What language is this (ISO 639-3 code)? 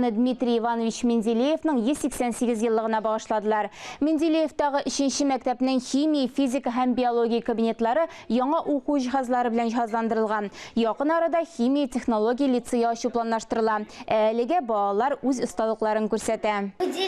tat